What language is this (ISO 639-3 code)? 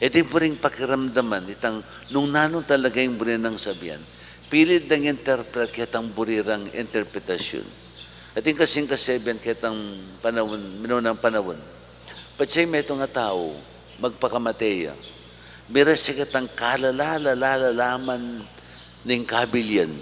pam